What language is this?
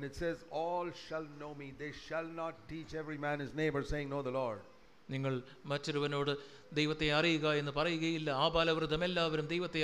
Malayalam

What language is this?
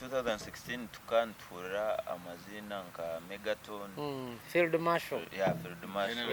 Nyankole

